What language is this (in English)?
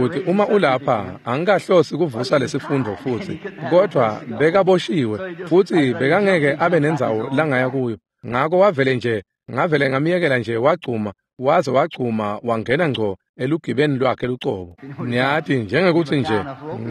Swati